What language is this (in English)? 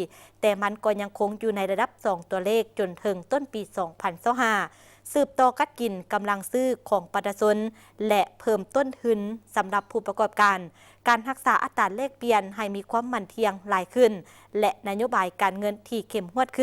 Lao